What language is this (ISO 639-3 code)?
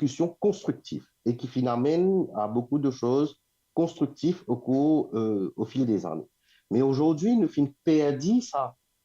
mfe